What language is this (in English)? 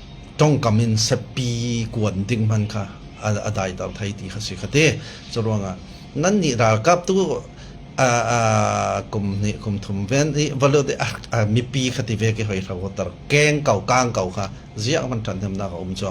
Falam Chin